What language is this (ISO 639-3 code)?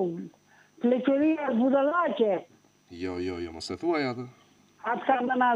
sqi